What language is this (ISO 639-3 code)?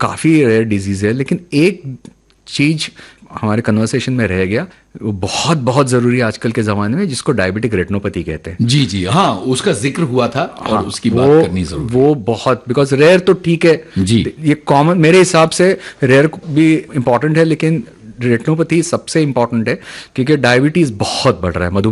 hin